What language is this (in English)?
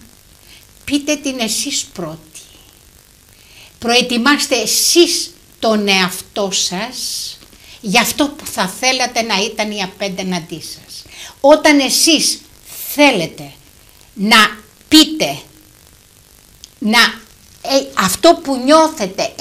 Greek